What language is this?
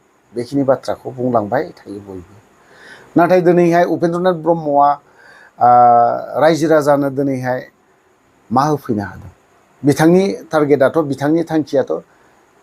Bodo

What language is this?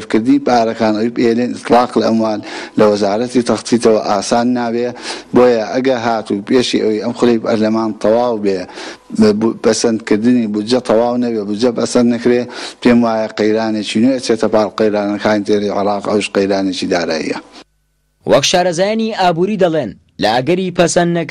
Central Kurdish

